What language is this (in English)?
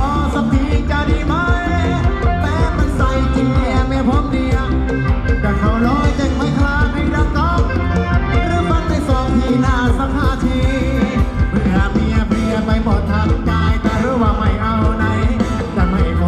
Thai